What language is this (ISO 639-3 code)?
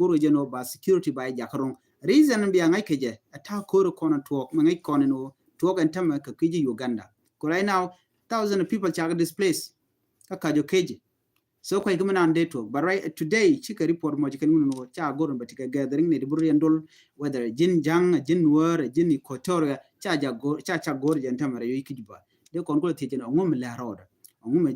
nus